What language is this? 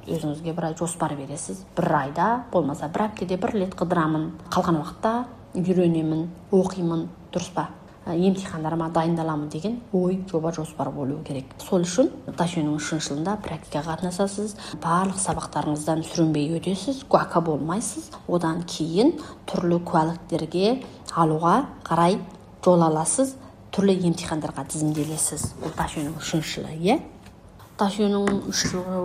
Kazakh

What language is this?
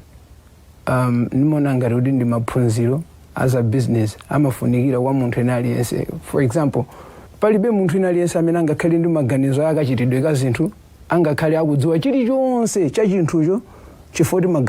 Nyanja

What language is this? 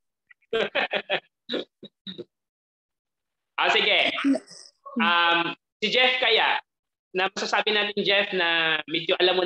Filipino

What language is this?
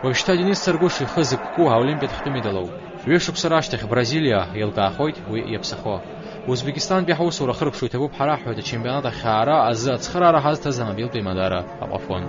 Abkhazian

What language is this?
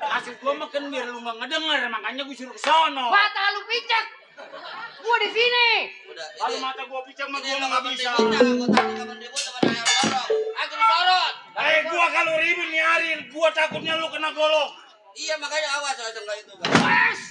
Betawi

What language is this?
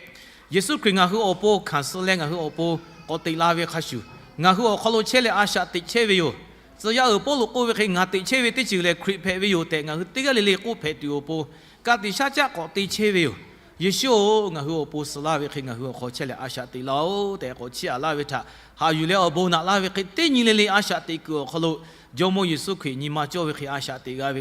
Lahu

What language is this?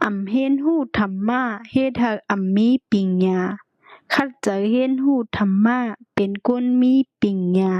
Shan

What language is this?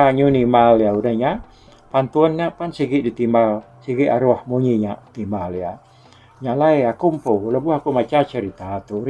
Iban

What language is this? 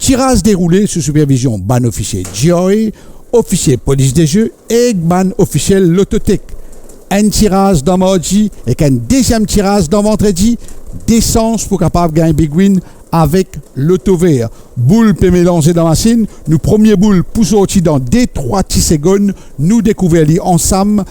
Morisyen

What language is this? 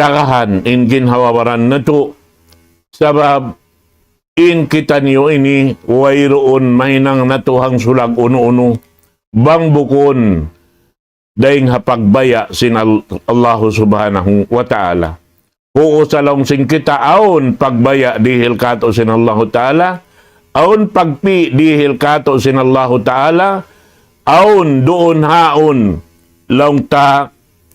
Tausug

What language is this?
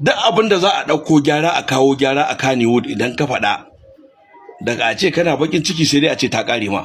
Hausa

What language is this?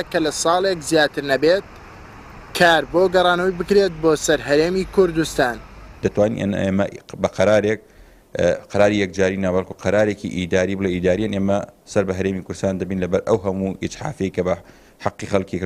Central Kurdish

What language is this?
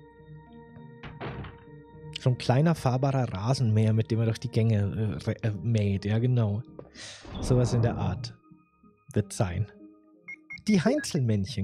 German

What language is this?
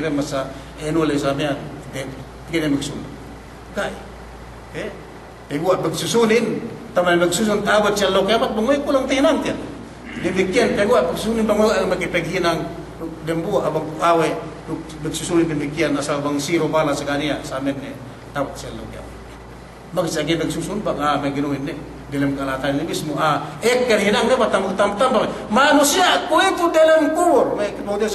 Yakan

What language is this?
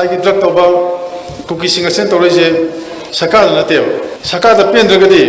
Manipuri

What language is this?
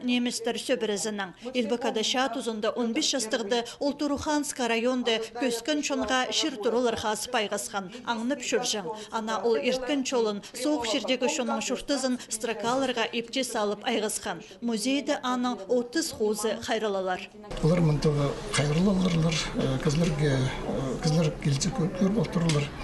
Khakas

